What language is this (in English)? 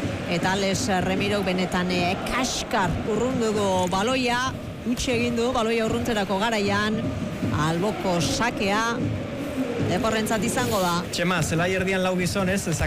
Basque